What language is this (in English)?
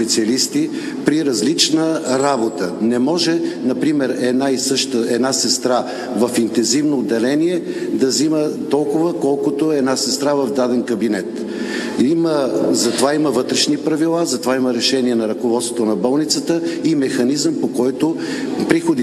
Bulgarian